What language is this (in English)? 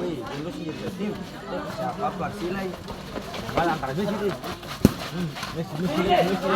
Ambonese Malay